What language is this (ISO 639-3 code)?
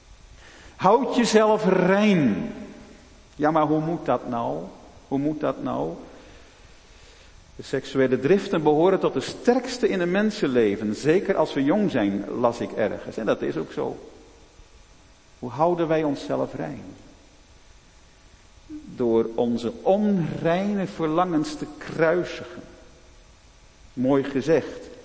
nld